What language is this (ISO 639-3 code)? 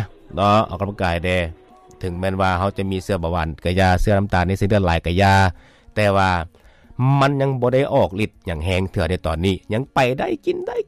lao